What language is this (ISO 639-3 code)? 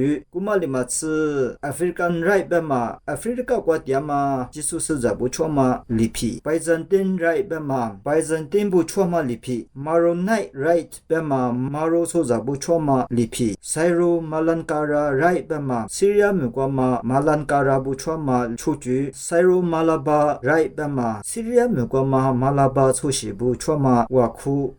lis